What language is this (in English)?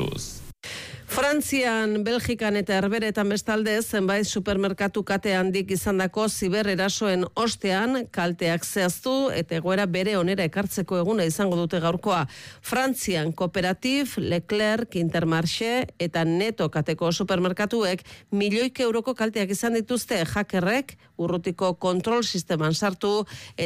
Basque